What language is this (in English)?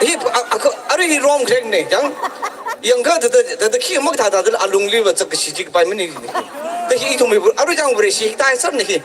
Tangkhul Naga (India)